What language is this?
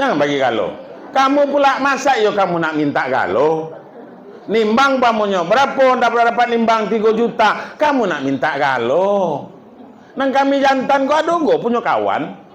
Minangkabau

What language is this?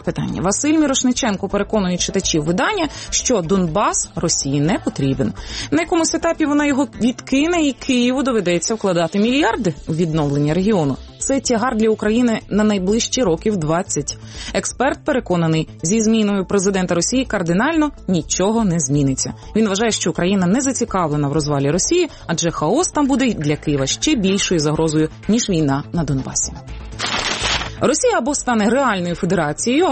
Ukrainian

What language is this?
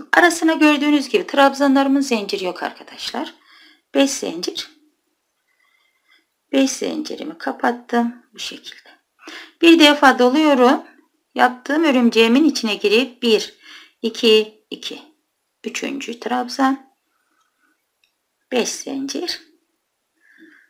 Turkish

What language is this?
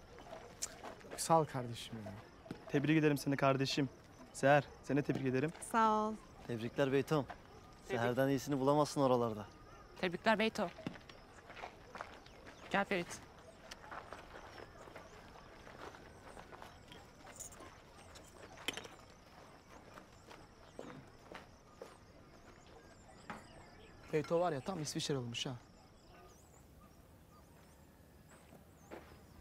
Turkish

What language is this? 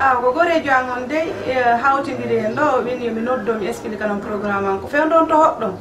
Fula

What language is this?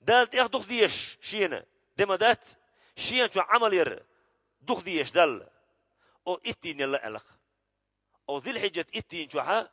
Chechen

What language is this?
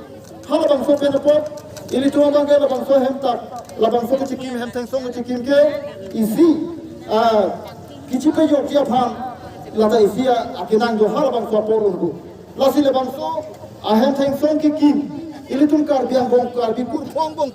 Karbi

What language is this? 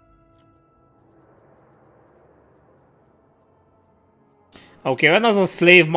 Hungarian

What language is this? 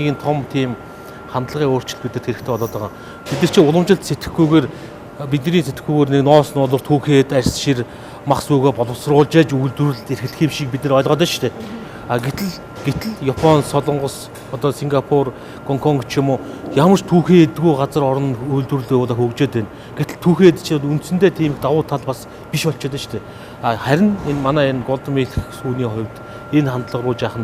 Mongolian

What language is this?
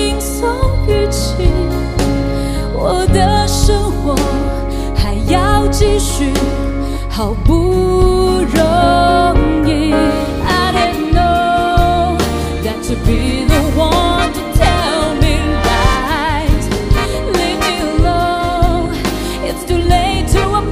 Chinese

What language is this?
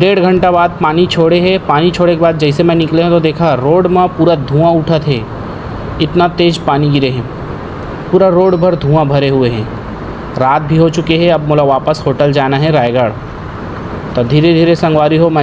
Chhattisgarhi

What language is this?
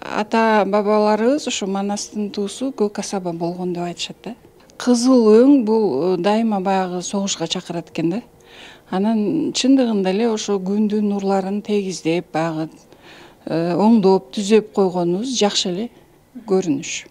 Kyrgyz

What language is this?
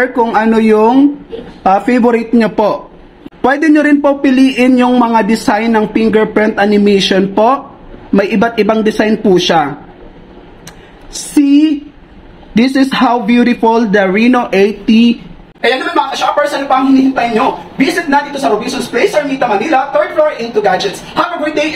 Filipino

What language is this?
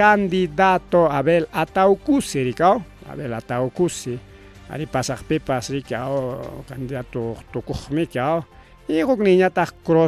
Ayacucho Quechua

